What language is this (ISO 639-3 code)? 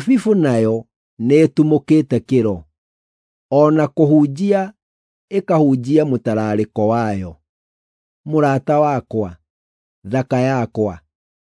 kik